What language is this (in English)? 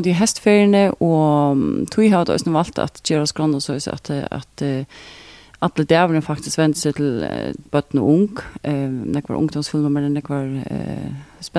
Faroese